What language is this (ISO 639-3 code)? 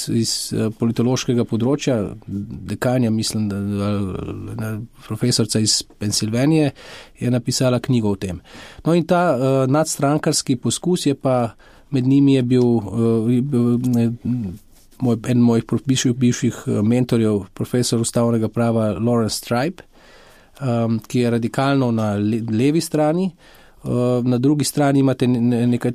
slv